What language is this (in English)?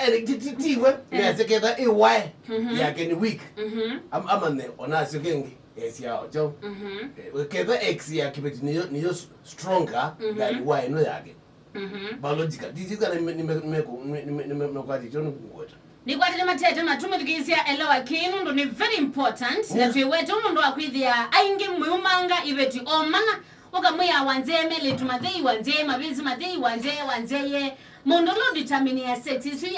Kamba